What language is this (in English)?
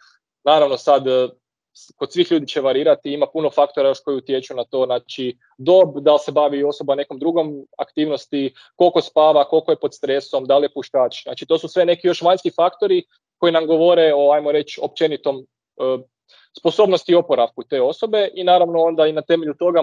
Croatian